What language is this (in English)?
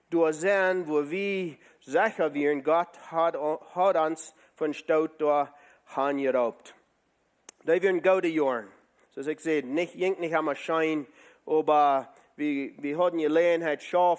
Plautdietsch